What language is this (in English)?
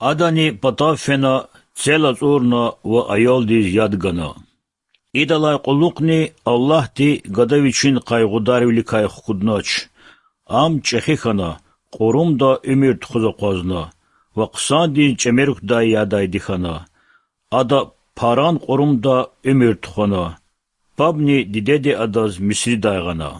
Lezghian